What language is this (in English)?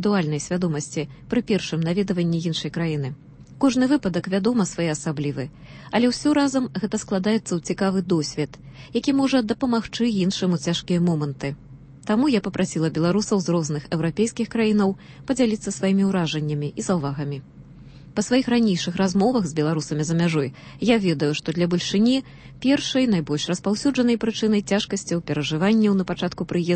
Belarusian